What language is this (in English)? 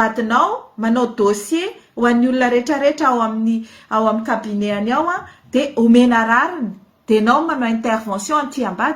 Malagasy